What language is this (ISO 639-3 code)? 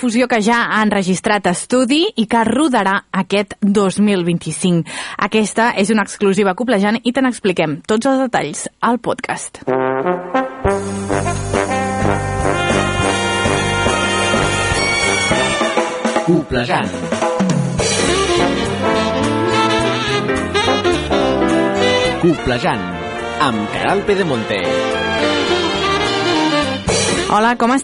cat